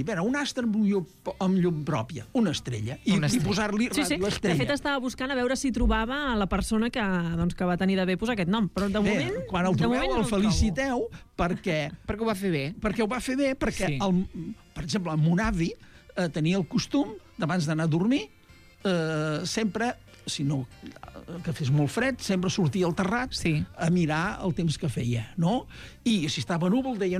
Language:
Catalan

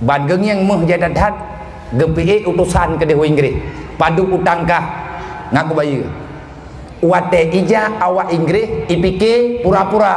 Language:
Achinese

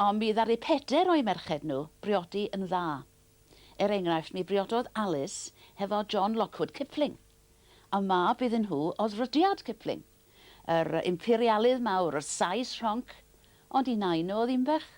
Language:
Welsh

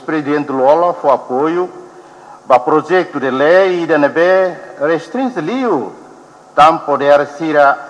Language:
Tetum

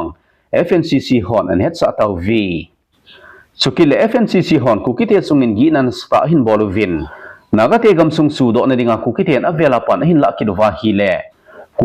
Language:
Thado Chin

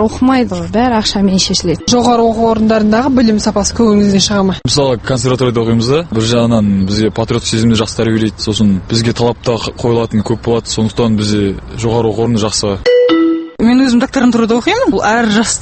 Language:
Kazakh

